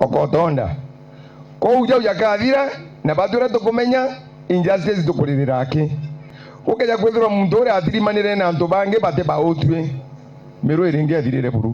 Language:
Meru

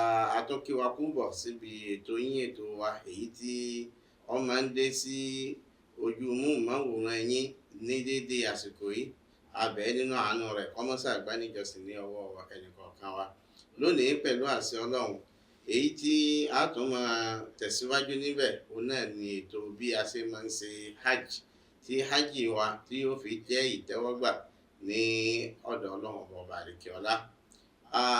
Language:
Yoruba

